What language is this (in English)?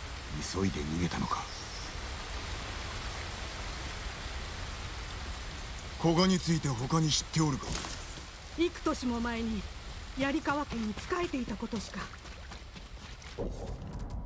Japanese